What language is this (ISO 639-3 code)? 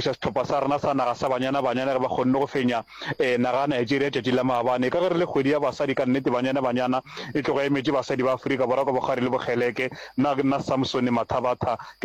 nso